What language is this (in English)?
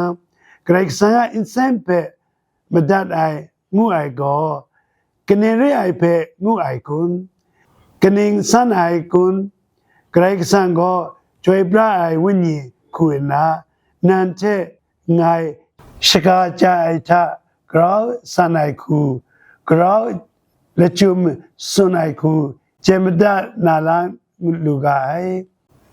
Kachin